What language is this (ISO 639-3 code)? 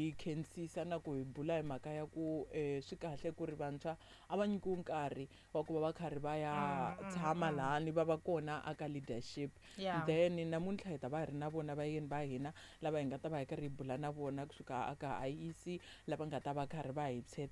tso